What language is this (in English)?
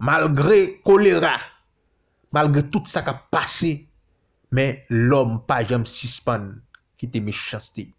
Haitian Creole